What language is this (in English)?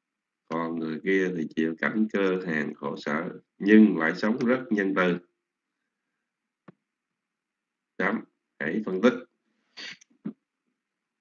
Vietnamese